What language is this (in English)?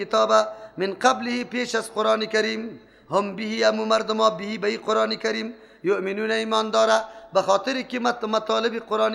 Persian